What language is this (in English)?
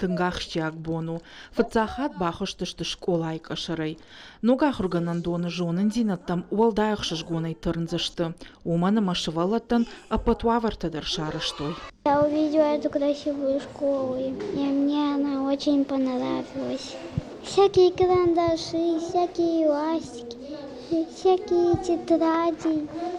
Ossetic